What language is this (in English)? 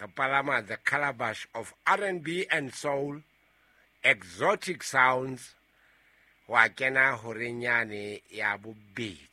Southern Sotho